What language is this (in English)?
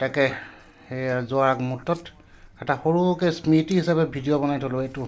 Assamese